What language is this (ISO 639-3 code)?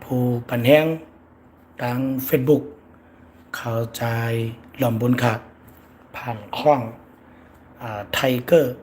shn